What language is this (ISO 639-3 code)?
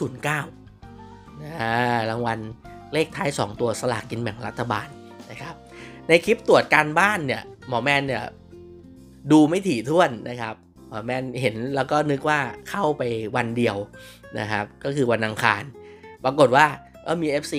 tha